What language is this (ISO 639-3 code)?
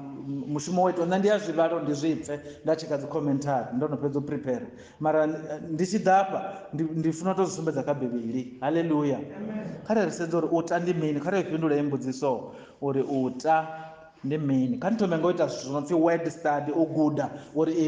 ven